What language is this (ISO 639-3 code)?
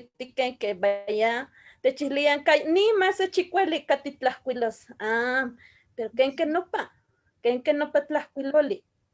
nhe